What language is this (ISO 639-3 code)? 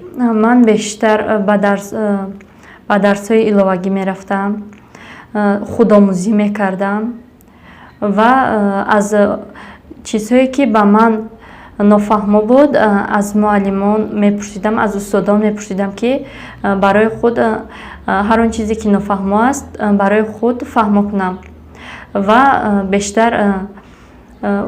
tgk